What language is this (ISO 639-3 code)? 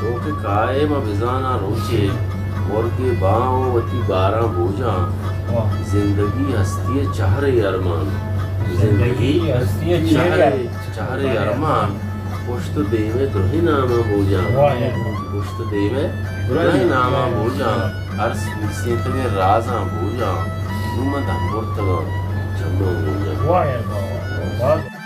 bal